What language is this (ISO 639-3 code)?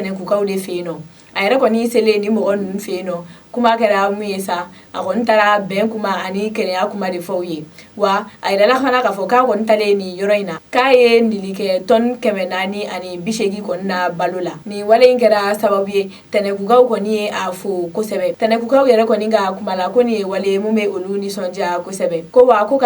bam